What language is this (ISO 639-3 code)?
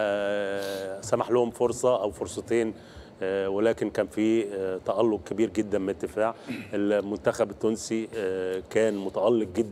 aeb